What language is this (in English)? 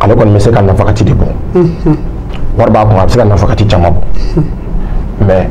Bambara